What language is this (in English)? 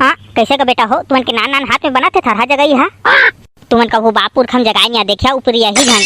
Chhattisgarhi